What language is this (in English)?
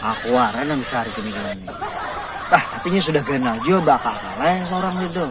Banjar